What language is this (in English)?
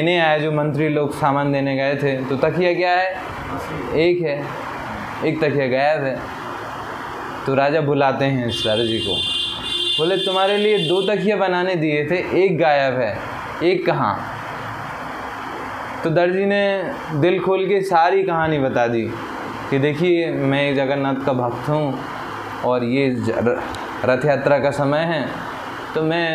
Hindi